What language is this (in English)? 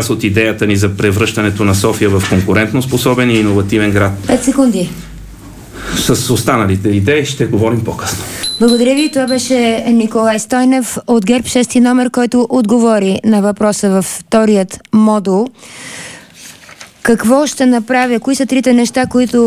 Bulgarian